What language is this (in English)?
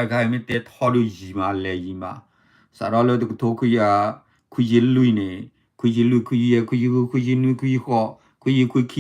S'gaw Karen